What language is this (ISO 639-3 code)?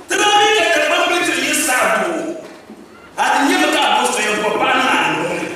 dag